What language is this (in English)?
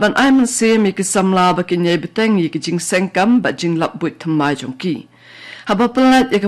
Khasi